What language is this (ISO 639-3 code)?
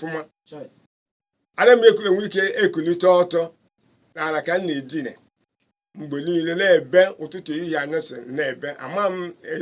ibo